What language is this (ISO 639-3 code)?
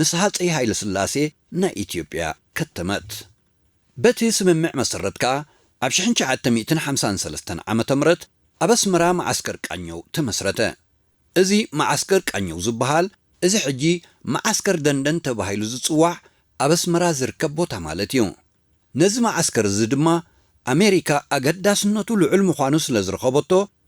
tir